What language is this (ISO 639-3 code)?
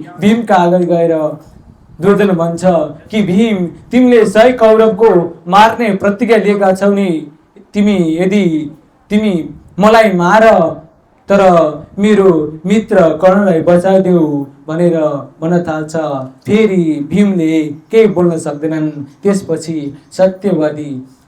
nep